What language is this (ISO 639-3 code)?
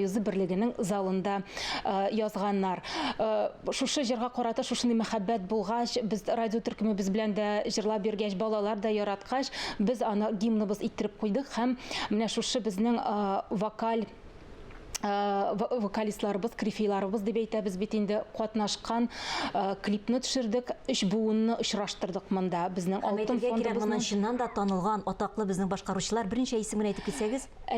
tat